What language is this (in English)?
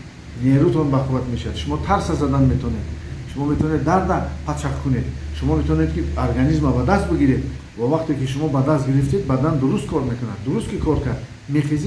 Tajik